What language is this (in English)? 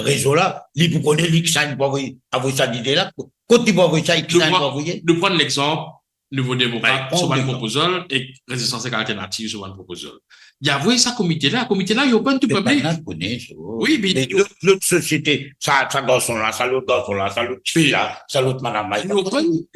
Morisyen